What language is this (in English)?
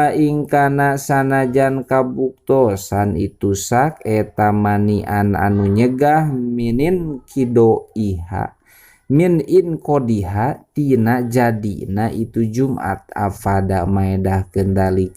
Sundanese